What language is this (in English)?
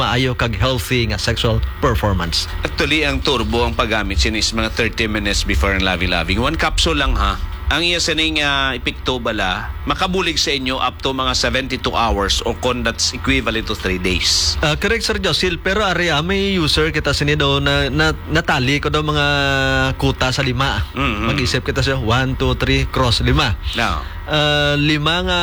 Hiligaynon